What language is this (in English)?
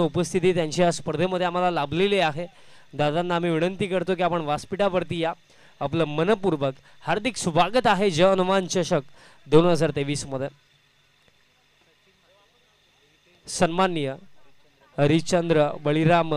Marathi